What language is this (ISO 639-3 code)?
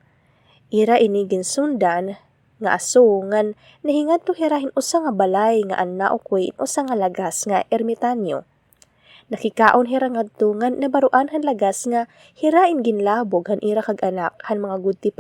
war